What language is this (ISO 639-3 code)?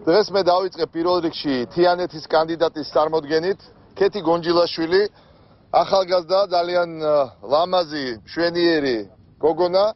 kat